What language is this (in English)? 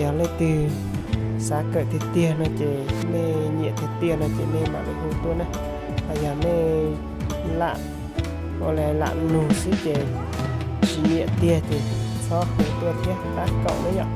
Hmong